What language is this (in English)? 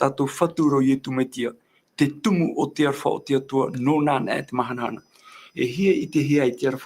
Tahitian